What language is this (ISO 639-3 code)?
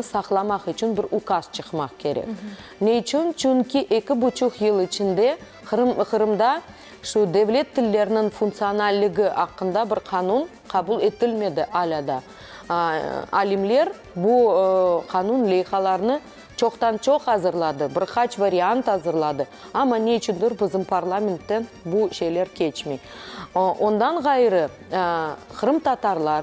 crh